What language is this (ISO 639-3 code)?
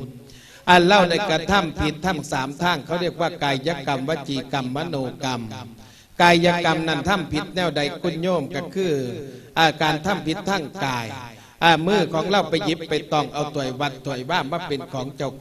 lao